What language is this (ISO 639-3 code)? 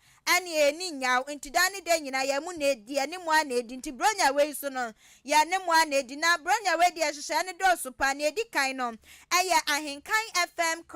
aka